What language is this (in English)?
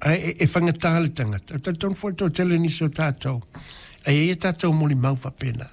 Samoan